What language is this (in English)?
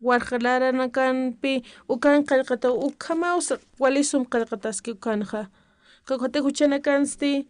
Aymara